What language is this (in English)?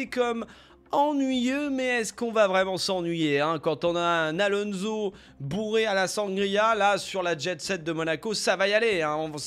French